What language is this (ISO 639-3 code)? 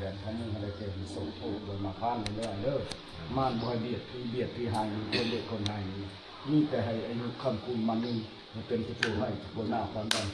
lao